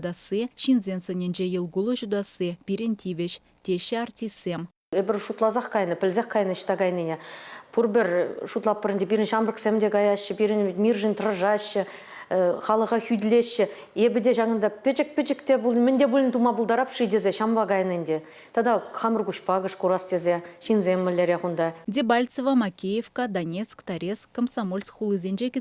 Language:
Chuvash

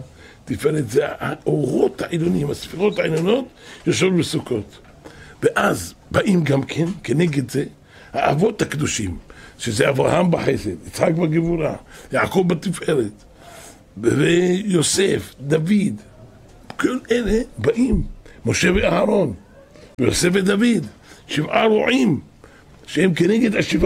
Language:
Hebrew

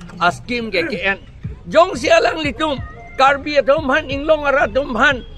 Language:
Karbi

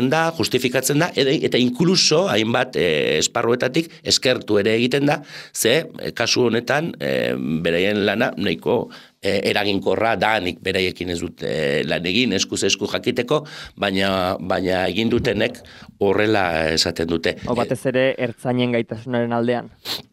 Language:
Basque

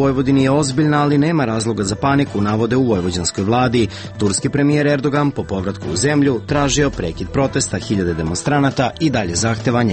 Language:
Serbian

